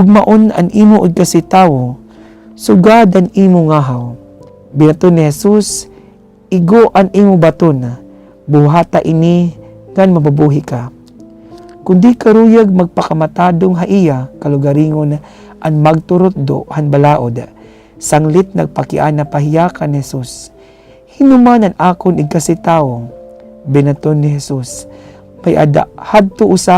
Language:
Waray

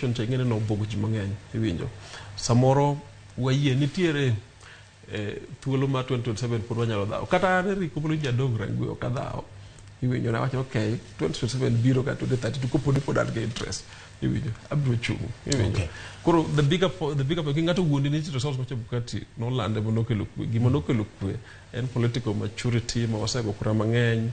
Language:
Luo (Kenya and Tanzania)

